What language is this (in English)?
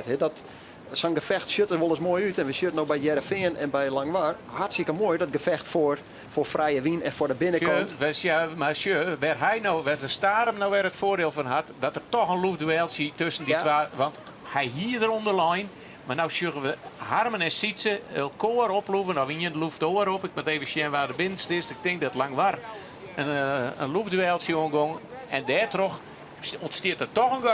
Western Frisian